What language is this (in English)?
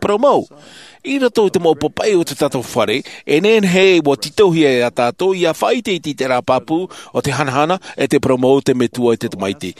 Tahitian